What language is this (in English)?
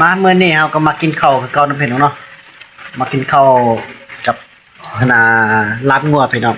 Northeastern Thai